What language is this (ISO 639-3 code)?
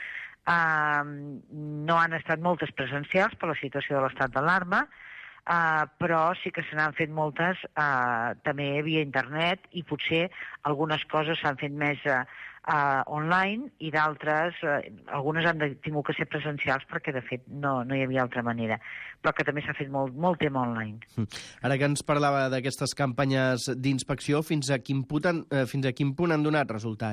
cat